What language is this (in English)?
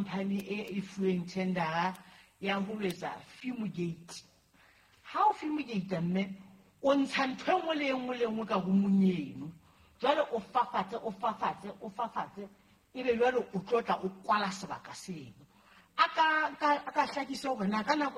Southern Sotho